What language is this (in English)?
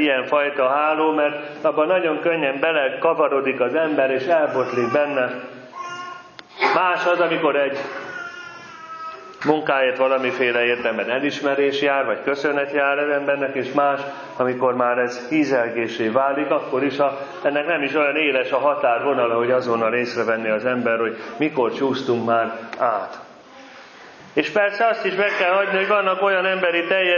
Hungarian